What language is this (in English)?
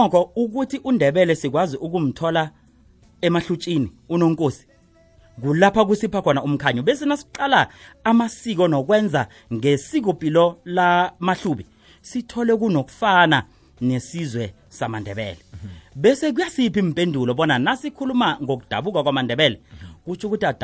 South Ndebele